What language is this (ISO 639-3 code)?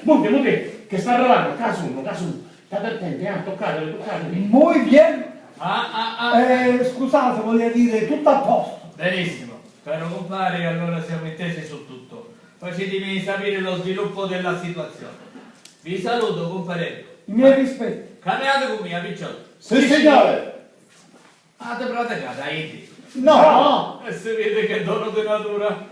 scn